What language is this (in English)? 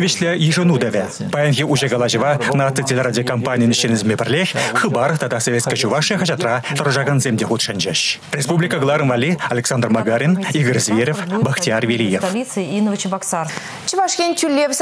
Chuvash